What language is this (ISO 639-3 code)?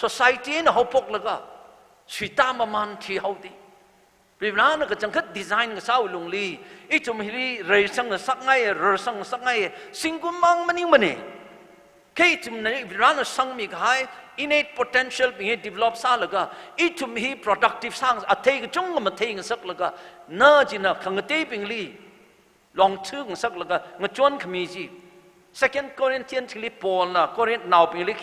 nmf